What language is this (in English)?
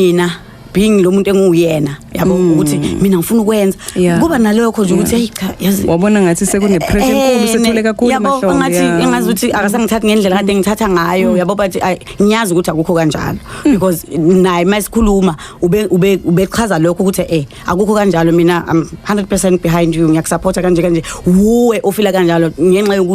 Zulu